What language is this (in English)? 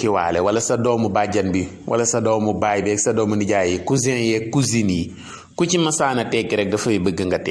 Wolof